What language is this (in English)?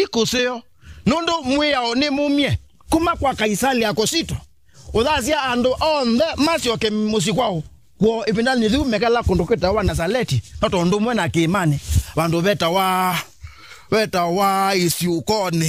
Kamba